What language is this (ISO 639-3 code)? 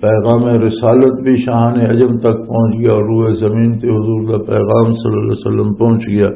lah